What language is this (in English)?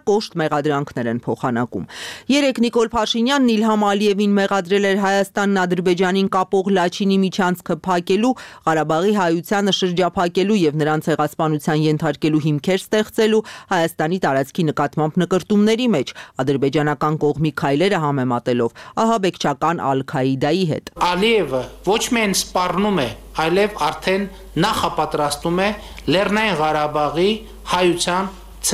Armenian